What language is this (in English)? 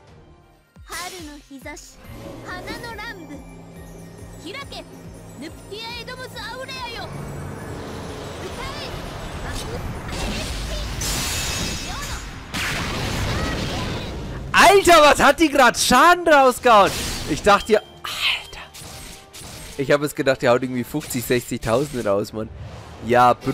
German